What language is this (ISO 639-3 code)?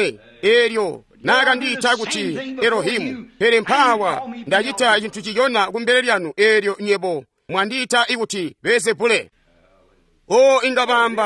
toi